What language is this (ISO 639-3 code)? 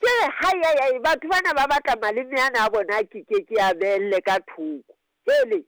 sot